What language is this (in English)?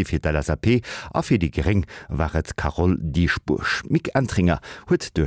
Luxembourgish